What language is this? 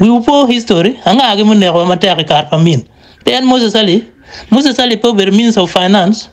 Acoli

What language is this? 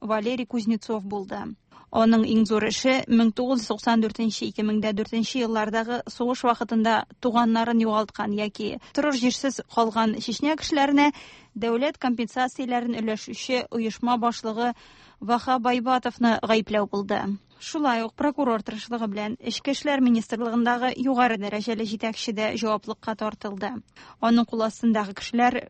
Tatar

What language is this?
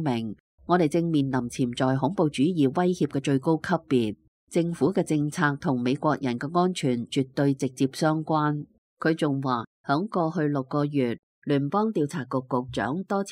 Cantonese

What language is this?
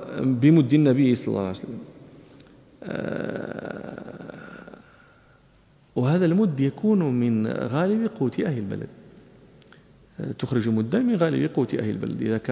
Arabic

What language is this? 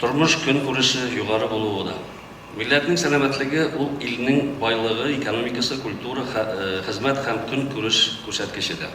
Tatar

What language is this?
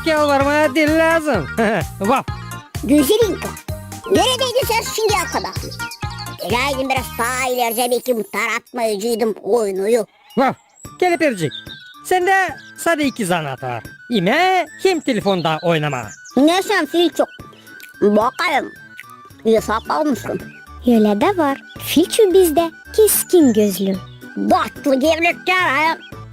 Gagauz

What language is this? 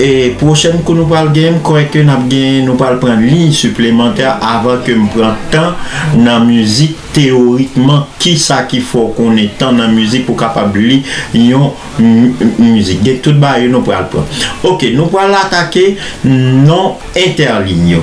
Haitian Creole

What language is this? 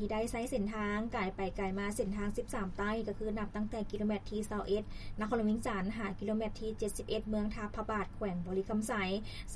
Lao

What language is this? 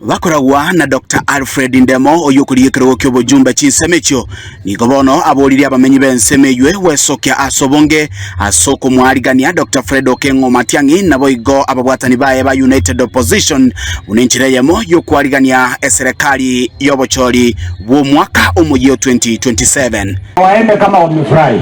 Gusii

